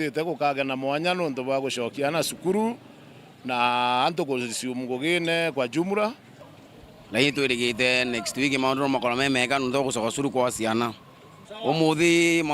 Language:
Meru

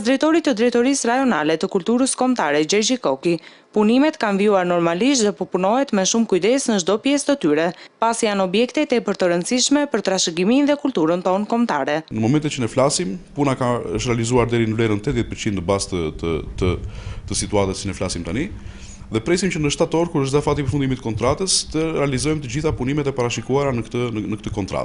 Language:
Albanian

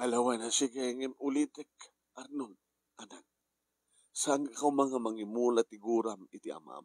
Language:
Iloko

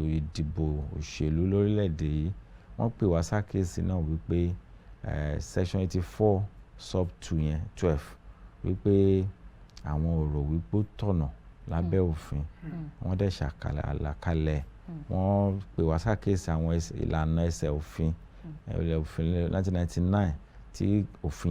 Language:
Yoruba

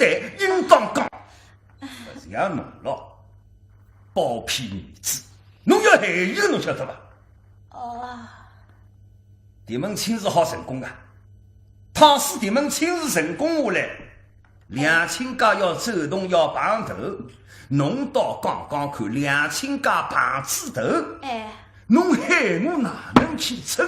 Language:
Wu Chinese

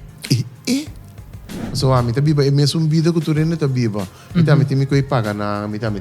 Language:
Papiamento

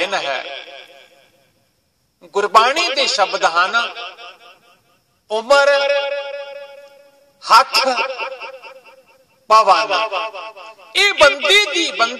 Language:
Punjabi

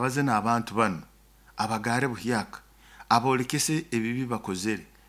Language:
Nyoro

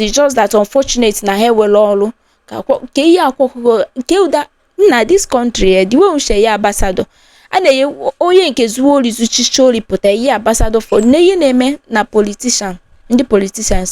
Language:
Igbo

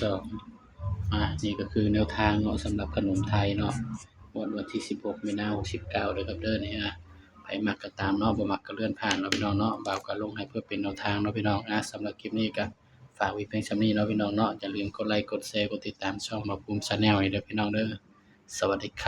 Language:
Northeastern Thai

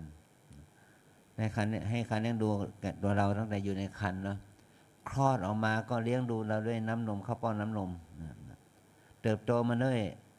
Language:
Thai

